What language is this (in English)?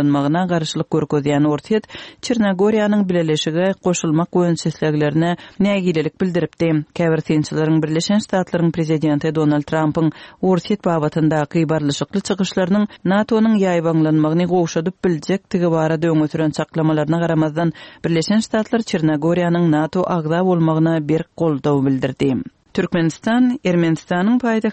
Kyrgyz